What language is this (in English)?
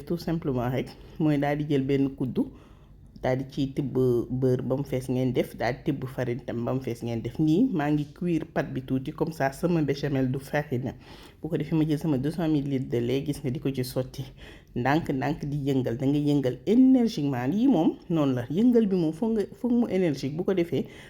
Wolof